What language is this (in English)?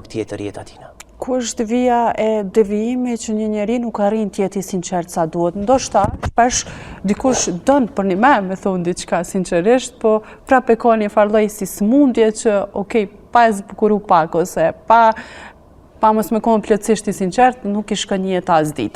Albanian